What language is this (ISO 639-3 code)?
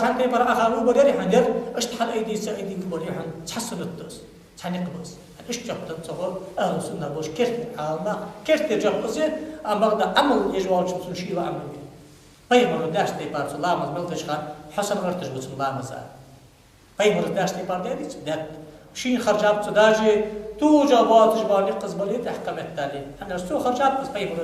inh